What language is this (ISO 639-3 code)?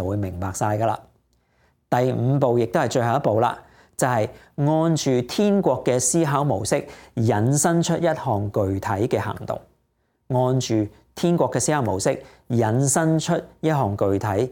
yue